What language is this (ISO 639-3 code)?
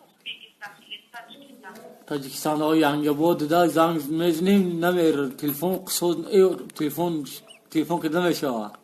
tgk